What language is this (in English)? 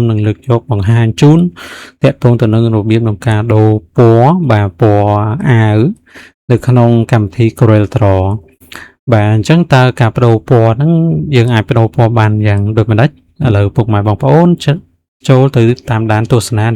Khmer